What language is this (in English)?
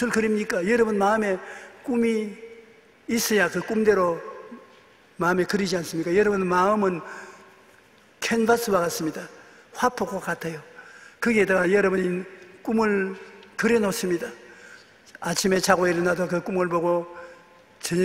Korean